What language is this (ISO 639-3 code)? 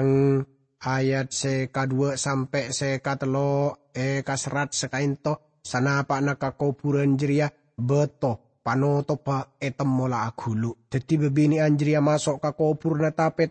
mad